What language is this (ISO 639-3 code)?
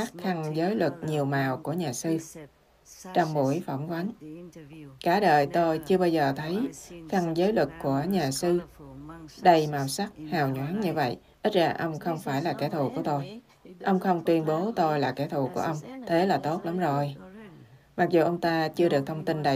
vie